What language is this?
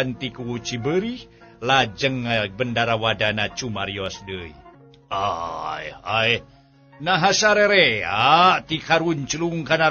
Sundanese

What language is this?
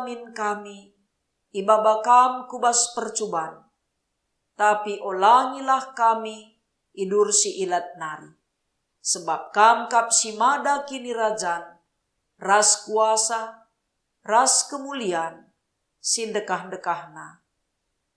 Batak Karo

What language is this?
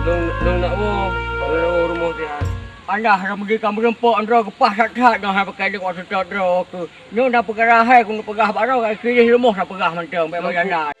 Achinese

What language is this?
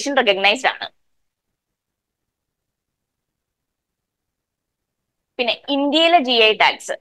Malayalam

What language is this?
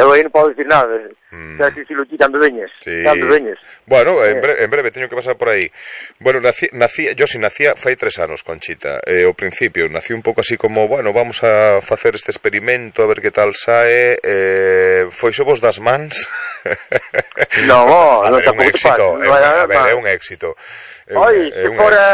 Galician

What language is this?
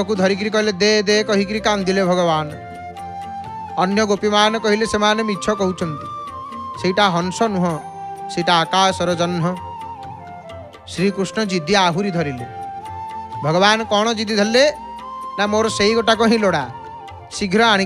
Odia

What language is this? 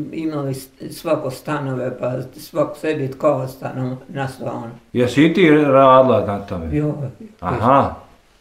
Bosnian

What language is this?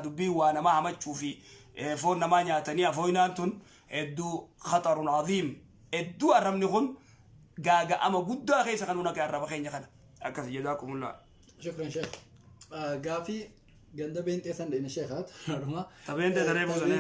Oromo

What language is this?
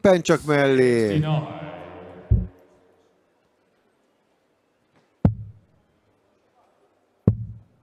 Hungarian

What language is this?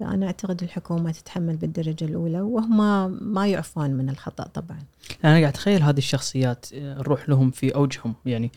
Gulf Arabic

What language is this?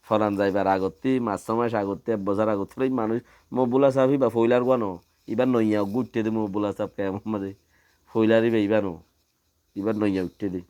Rohingya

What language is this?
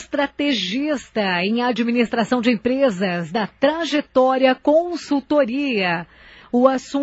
Portuguese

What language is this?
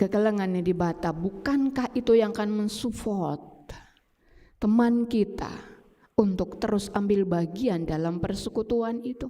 Batak Karo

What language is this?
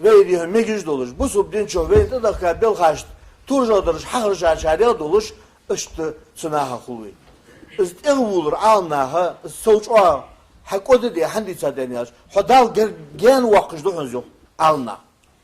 Ingush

